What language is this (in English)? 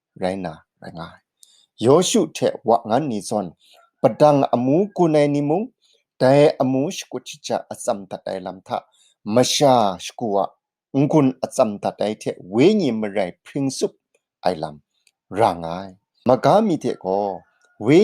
Kachin